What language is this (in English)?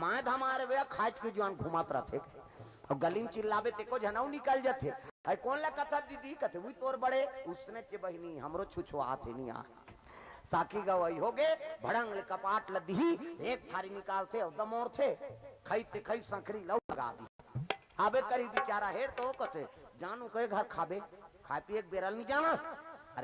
Chhattisgarhi